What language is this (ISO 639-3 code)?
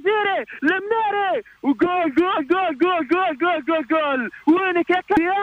aeb